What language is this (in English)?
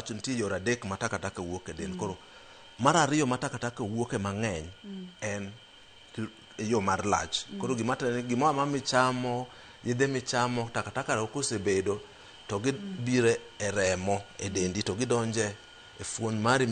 Luo (Kenya and Tanzania)